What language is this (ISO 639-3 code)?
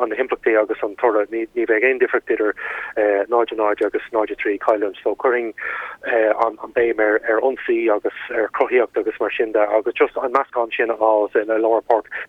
gle